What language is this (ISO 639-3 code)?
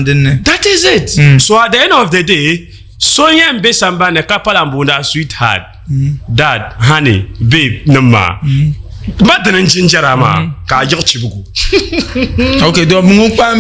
dag